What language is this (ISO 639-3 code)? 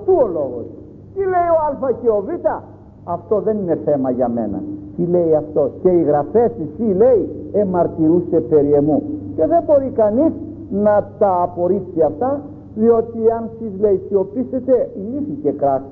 ell